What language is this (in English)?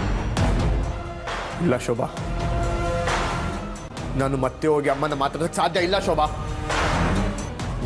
Kannada